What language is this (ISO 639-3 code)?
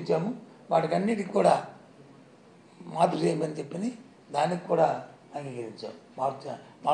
tel